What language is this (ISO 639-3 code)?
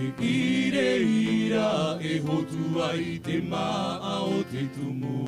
tah